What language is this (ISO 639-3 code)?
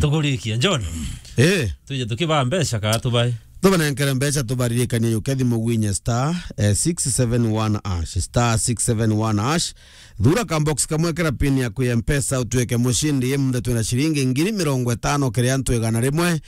mer